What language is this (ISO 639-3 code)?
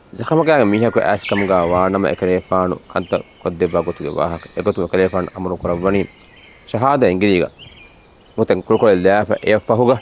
div